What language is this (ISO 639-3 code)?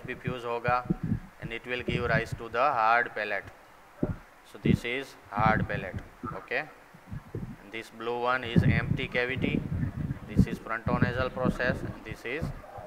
eng